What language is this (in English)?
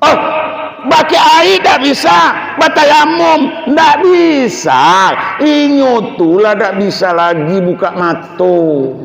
Minangkabau